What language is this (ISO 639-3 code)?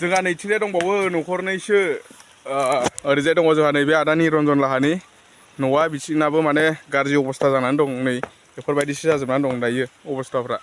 brx